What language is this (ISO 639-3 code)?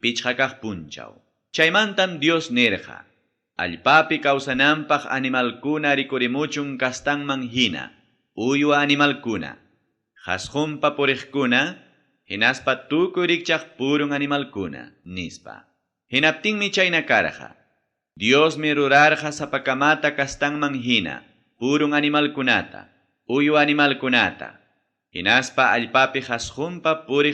quy